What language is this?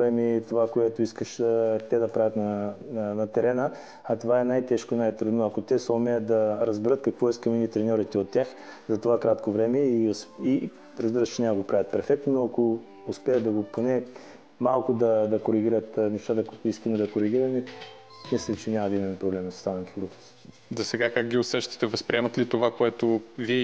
Bulgarian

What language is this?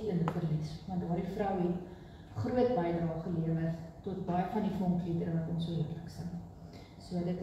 Afrikaans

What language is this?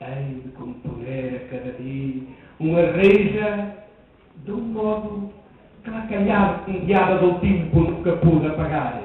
Mirandese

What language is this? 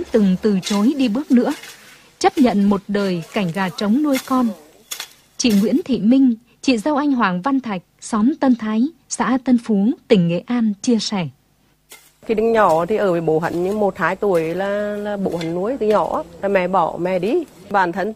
Vietnamese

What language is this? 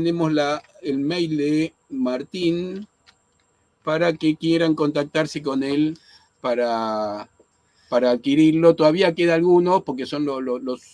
Ladino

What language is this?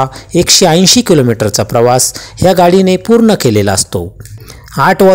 Marathi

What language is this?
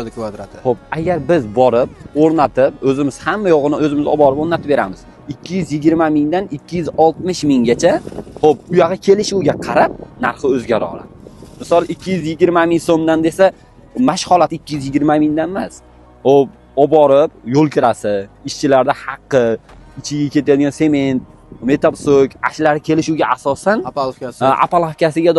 Uzbek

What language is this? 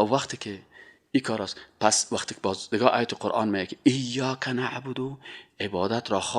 Persian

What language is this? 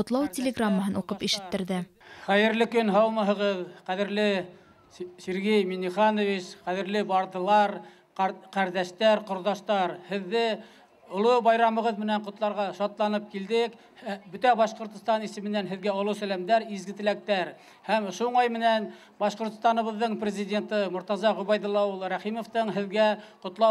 Bashkir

